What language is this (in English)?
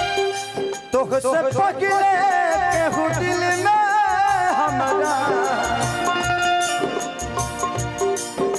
Bhojpuri